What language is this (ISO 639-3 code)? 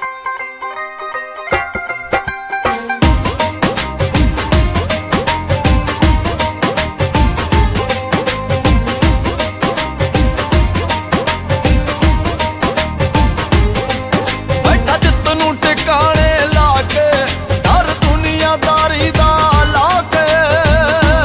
pan